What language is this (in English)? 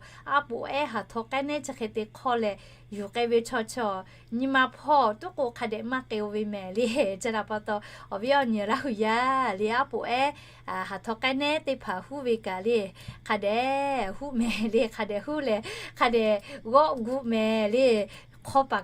Lahu